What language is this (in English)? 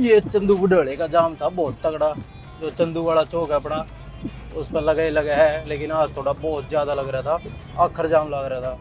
Haryanvi